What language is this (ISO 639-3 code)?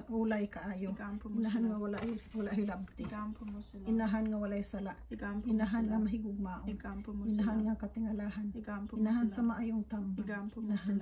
ceb